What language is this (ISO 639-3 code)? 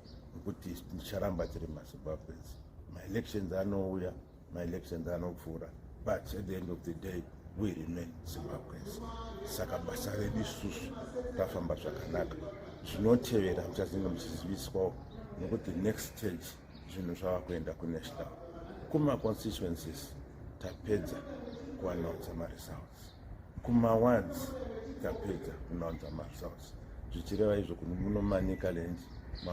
sna